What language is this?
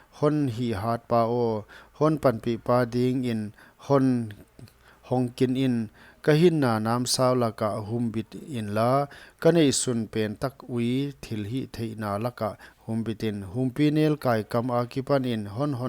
Paite Chin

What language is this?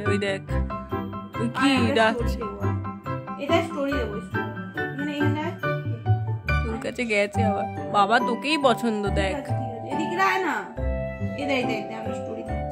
Bangla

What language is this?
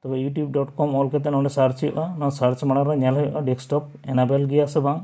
Santali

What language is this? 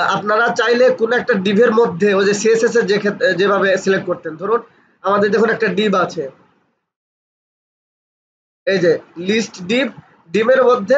Bangla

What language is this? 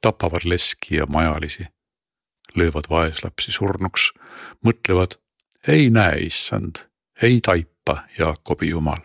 Estonian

